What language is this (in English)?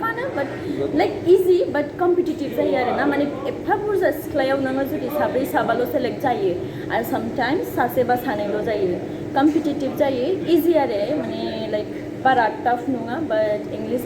Bodo